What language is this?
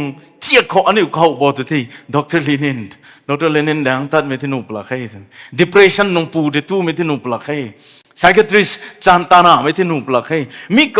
Rongmei Naga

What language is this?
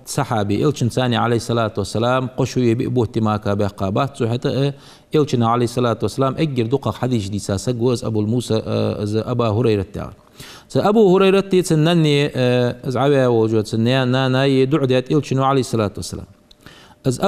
Ingush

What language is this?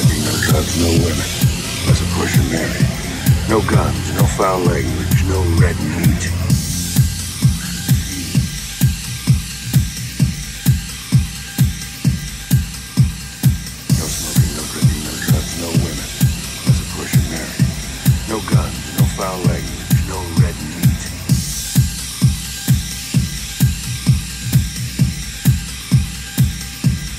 English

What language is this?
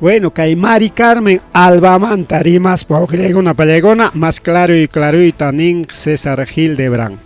Ayacucho Quechua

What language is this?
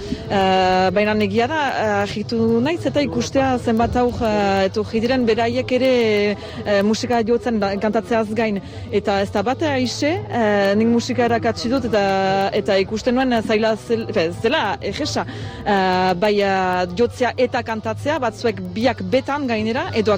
Basque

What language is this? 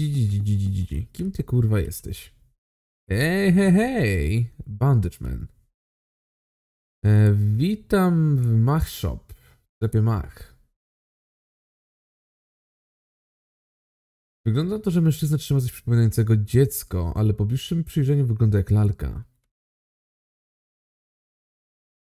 Polish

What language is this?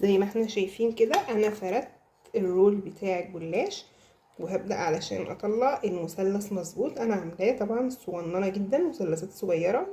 Egyptian Arabic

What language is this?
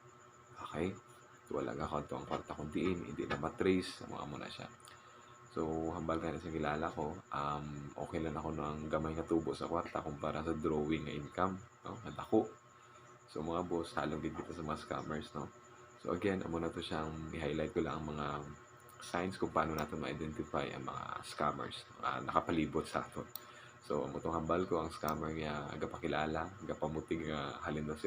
Hiligaynon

